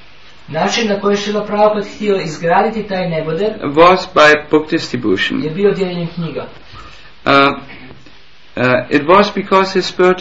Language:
Croatian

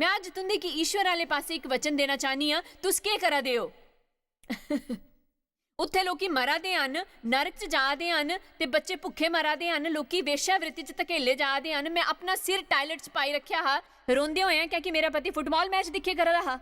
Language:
Dogri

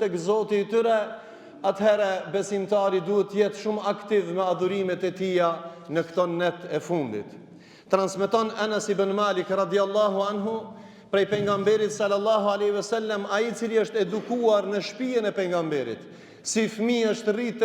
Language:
Albanian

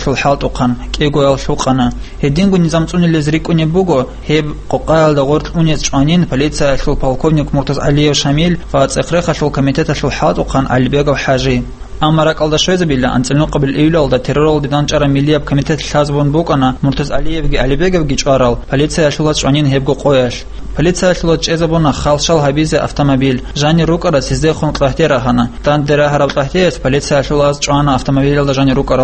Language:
Avaric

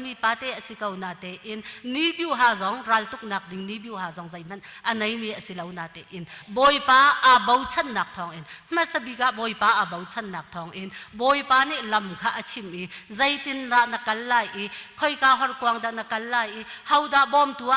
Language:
Hakha Chin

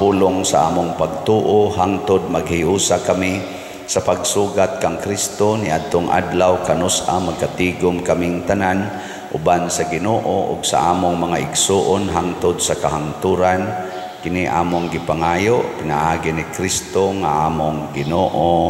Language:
Cebuano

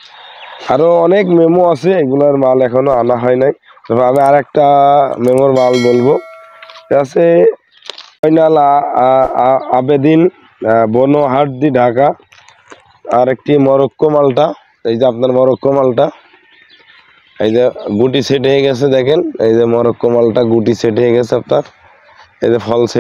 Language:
Bangla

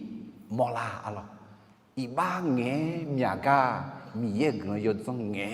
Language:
Akha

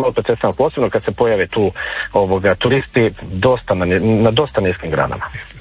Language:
Croatian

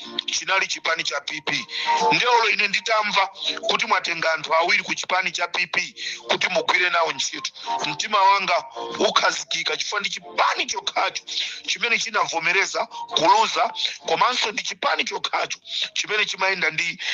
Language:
Nyanja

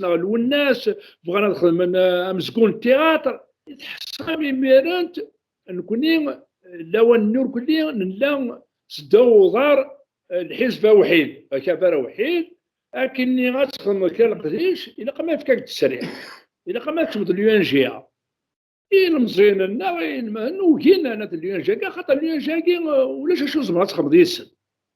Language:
Kabyle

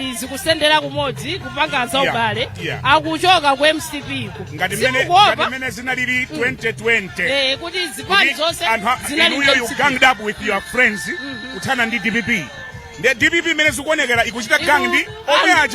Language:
Nyanja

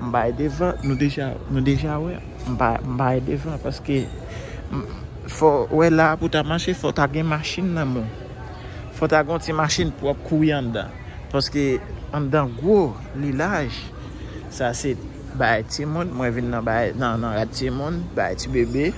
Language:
Haitian Creole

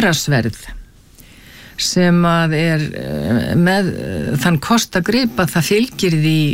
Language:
Icelandic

